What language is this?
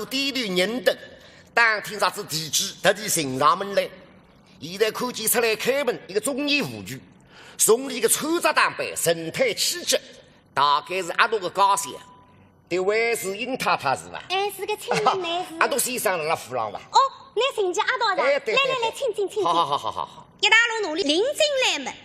Wu Chinese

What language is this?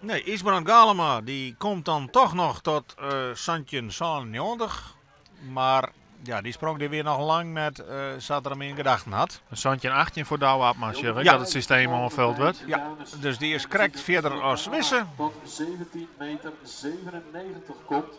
Western Frisian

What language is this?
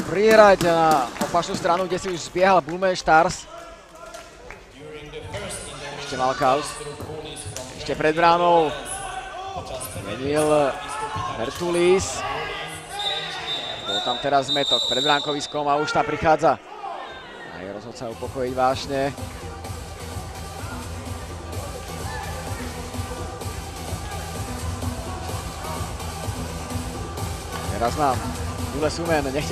Slovak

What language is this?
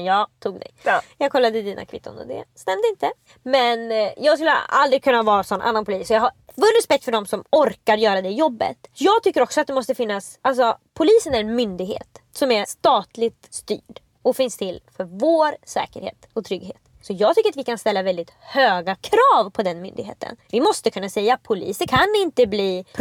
Swedish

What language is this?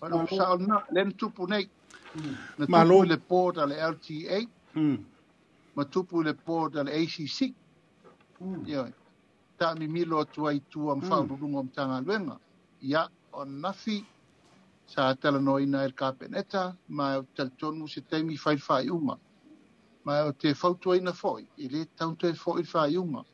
Samoan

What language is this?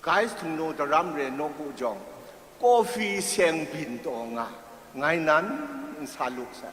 Kachin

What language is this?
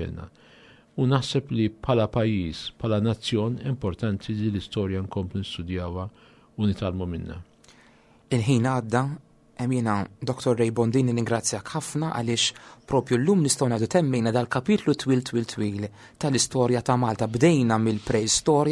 Maltese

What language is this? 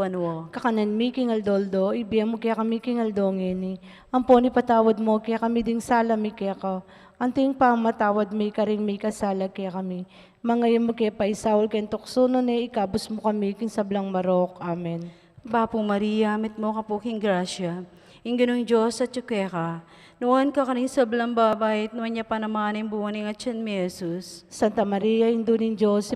Pampanga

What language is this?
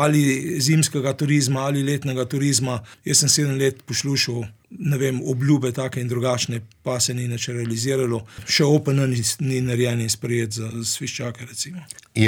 Slovenian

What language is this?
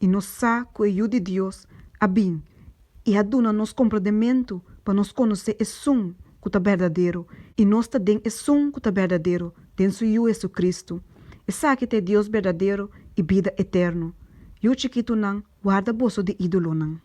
Papiamento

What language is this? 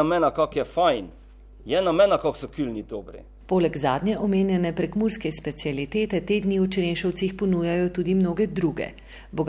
Slovenian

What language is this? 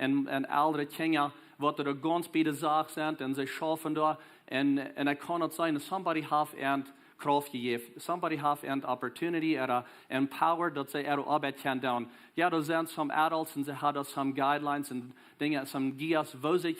Plautdietsch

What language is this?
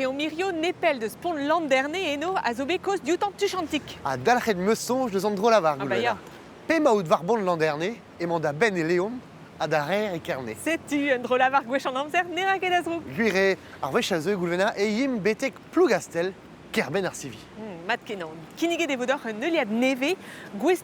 Breton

